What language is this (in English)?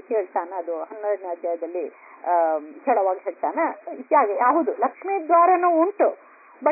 Kannada